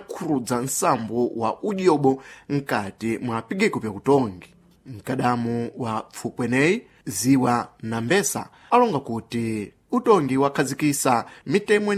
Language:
Sena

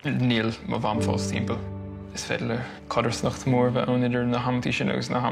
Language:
Irish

